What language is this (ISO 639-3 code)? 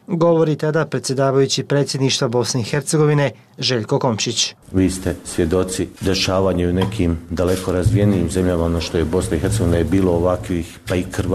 bos